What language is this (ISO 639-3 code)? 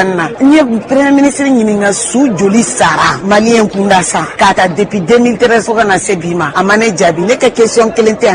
bam